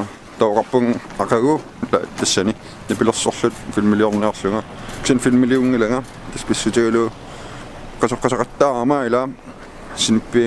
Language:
Kalaallisut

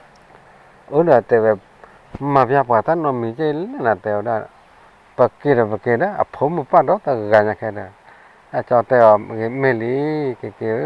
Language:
S'gaw Karen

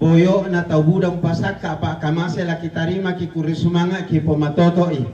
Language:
Toraja-Sa'dan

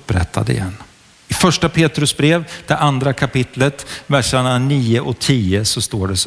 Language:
Swedish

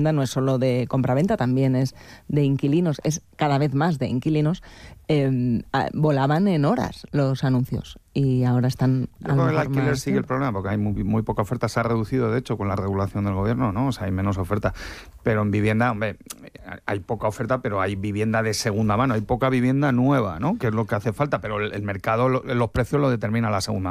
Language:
Spanish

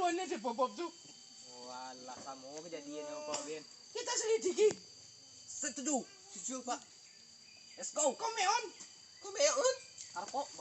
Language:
Minangkabau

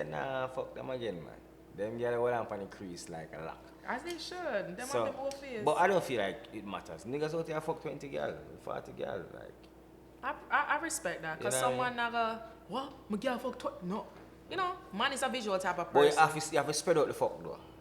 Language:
Jamaican Creole English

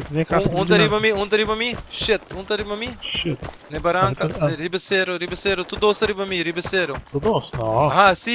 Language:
Papiamento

